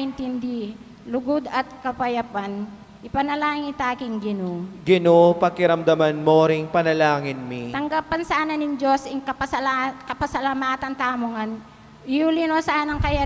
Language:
Pampanga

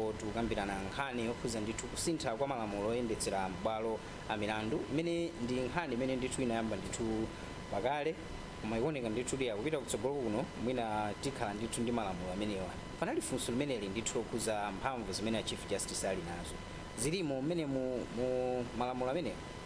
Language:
Nyanja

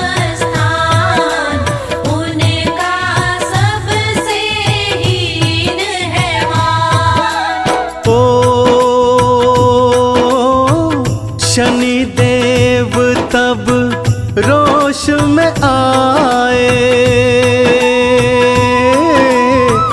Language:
Hindi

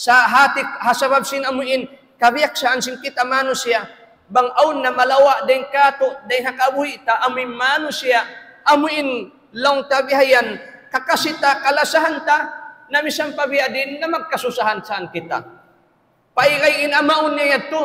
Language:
Tausug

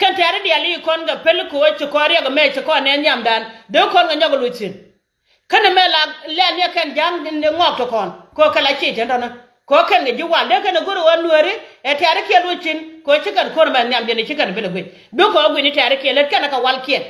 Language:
Nuer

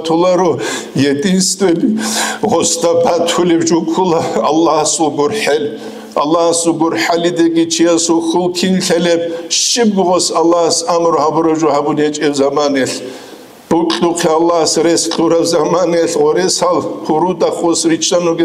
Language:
Avaric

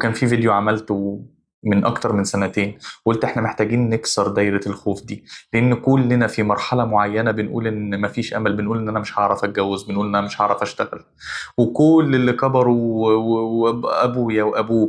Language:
Egyptian Arabic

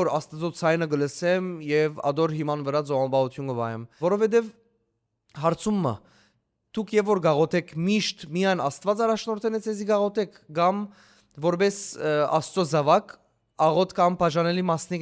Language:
Western Armenian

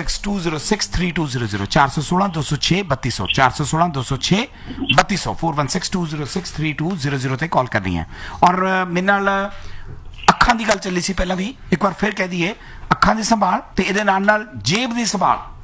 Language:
Punjabi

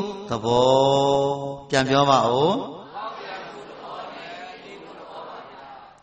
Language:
Burmese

